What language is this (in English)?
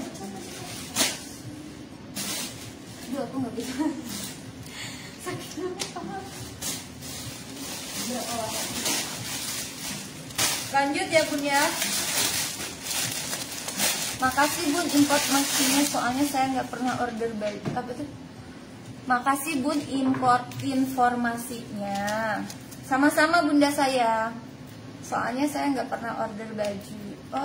Indonesian